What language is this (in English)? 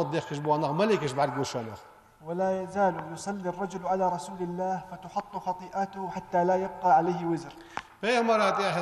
Ingush